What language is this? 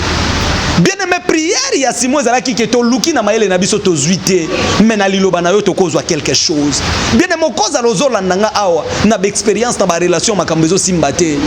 Lingala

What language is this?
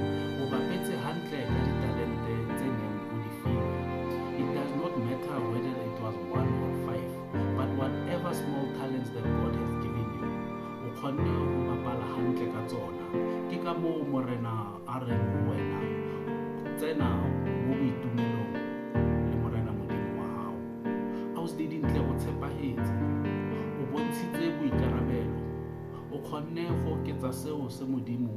Southern Sotho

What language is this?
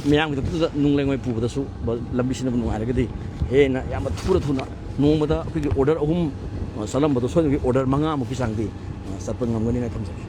Manipuri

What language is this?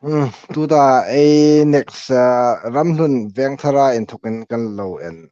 Hmar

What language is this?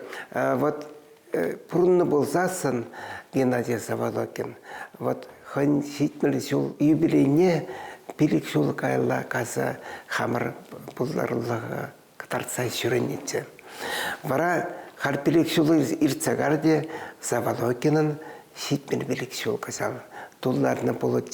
Chuvash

